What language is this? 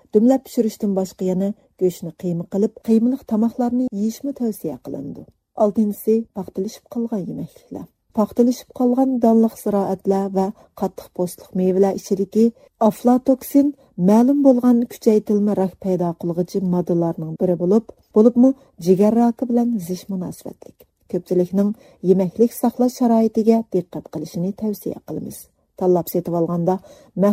Uyghur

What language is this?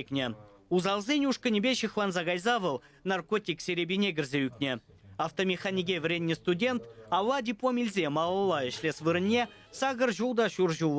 Chuvash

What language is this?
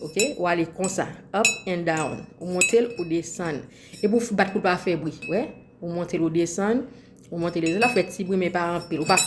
Haitian Creole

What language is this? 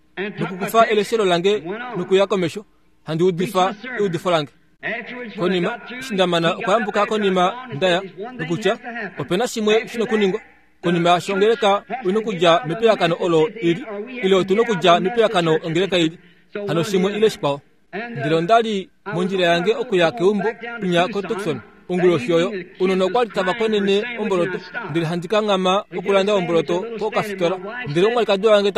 Kuanyama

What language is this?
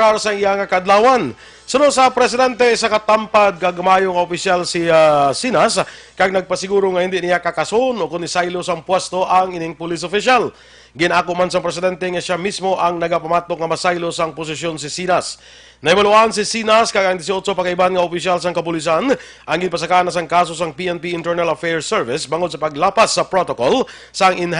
Hiligaynon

